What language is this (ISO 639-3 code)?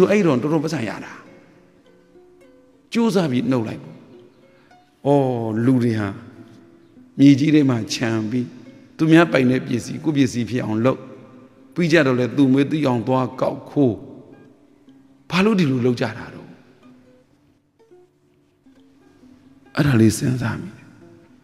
mya